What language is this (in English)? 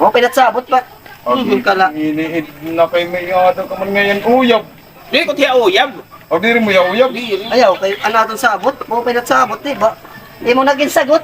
Waray